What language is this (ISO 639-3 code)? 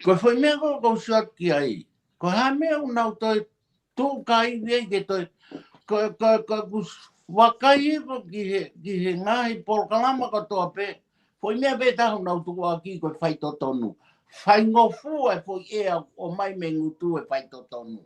ton